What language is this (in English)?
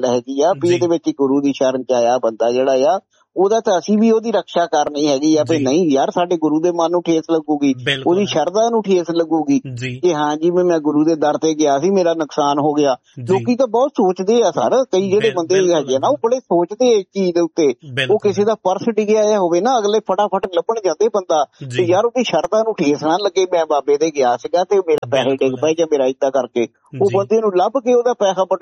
Punjabi